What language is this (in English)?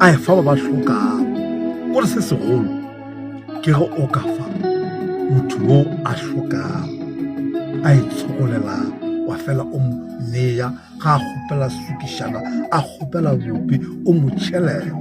Northern Sotho